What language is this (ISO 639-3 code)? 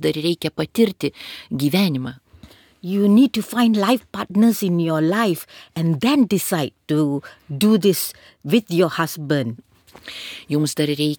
lit